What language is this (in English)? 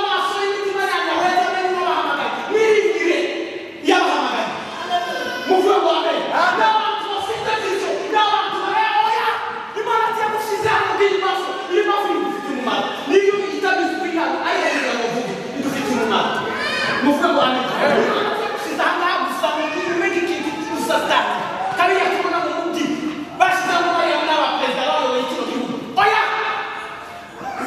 Kinyarwanda